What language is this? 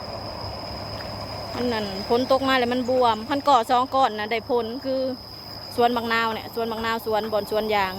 Lao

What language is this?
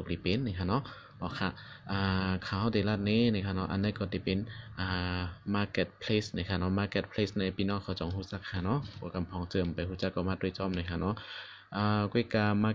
Shan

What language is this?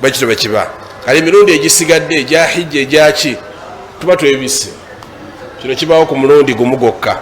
Ganda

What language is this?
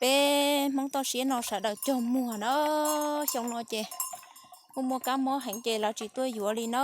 Hmong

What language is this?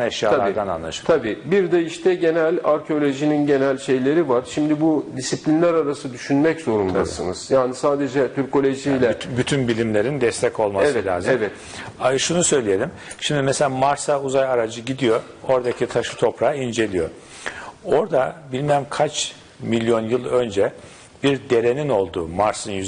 Turkish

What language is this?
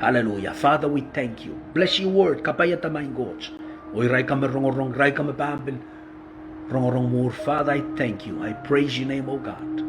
Pohnpeian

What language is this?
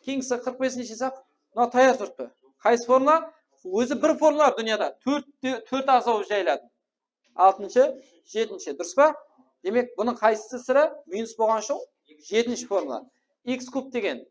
Kara-Kalpak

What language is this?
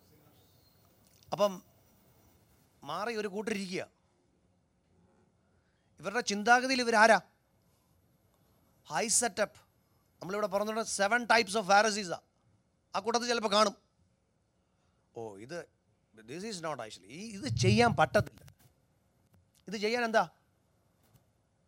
Malayalam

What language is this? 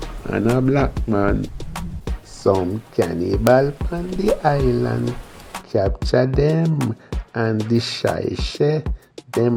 Jamaican Creole English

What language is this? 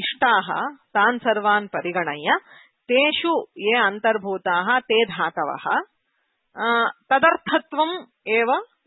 Sanskrit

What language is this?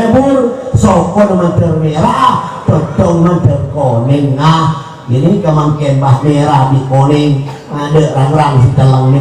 Madurese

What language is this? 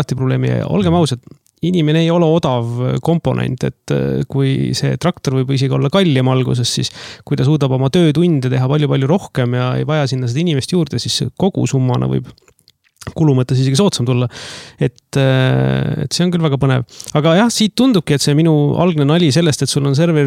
Estonian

